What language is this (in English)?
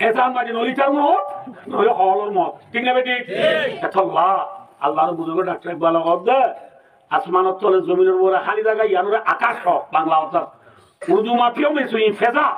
Rohingya